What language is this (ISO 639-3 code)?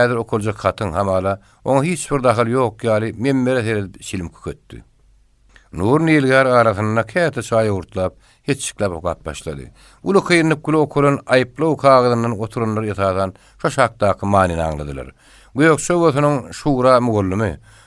tuk